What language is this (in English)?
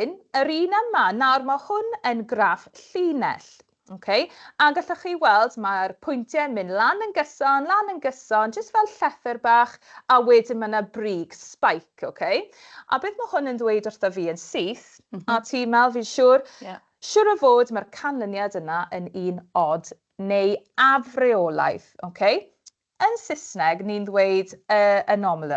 Welsh